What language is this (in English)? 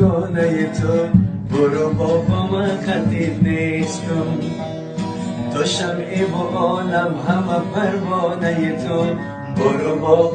Tajik